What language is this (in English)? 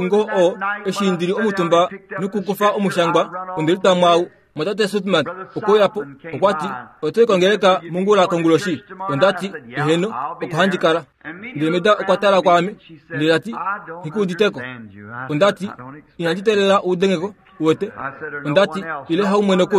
Kuanyama